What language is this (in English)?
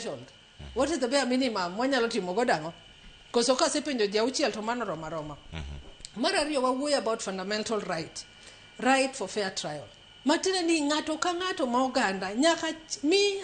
Luo (Kenya and Tanzania)